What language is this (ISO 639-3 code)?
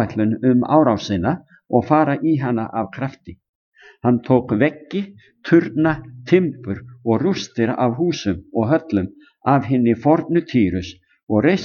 isl